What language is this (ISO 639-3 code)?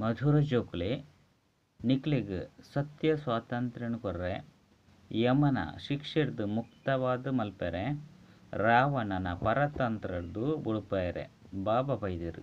tcy